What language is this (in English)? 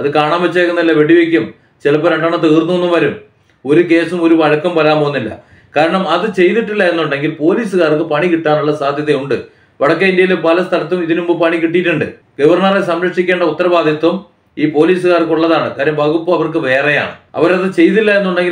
Malayalam